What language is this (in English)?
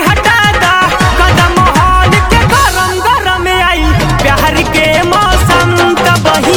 Bhojpuri